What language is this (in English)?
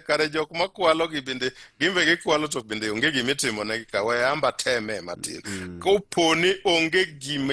Luo (Kenya and Tanzania)